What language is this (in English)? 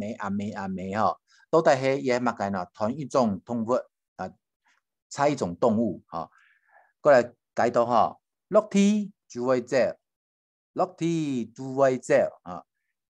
Hakka Chinese